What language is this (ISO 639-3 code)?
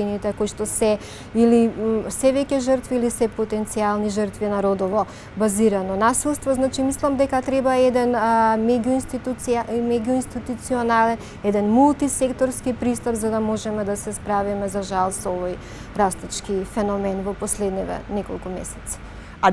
mkd